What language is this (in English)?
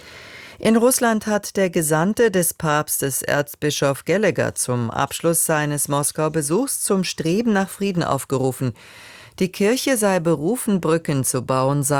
German